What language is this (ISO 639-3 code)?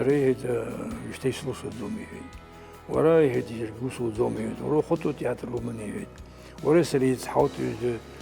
abk